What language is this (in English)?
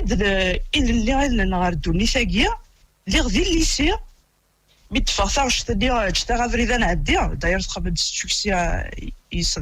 Kabyle